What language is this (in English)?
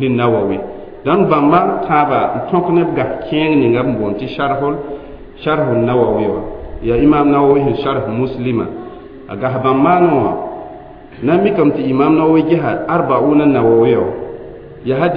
Mossi